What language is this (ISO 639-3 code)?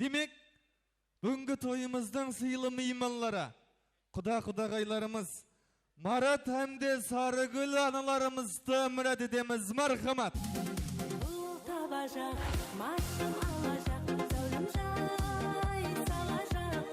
kaa